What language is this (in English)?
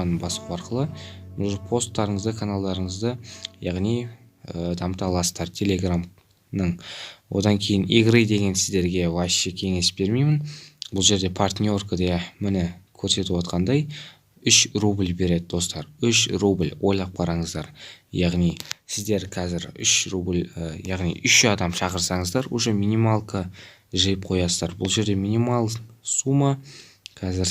Kazakh